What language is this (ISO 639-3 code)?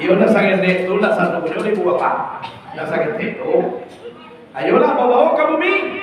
min